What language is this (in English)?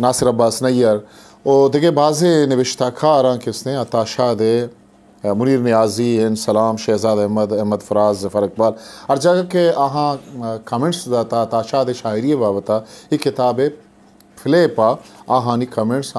Eastern Balochi